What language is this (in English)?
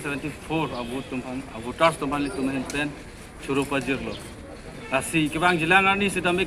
Karbi